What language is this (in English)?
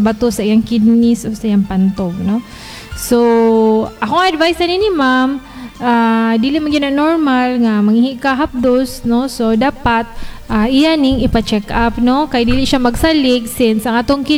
Cebuano